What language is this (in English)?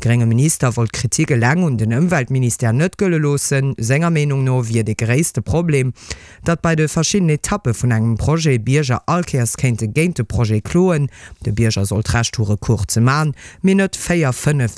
Luxembourgish